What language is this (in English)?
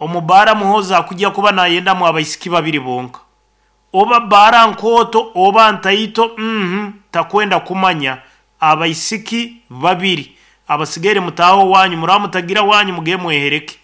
Nyankole